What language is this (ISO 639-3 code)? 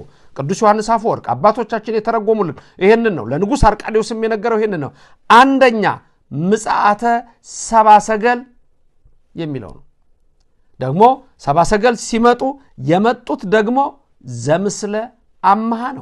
amh